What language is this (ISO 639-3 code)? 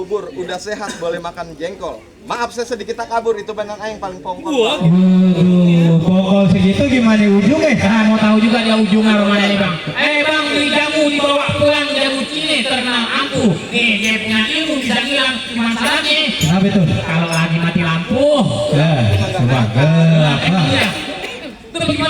bew